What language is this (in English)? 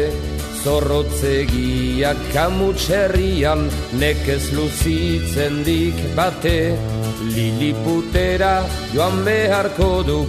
Basque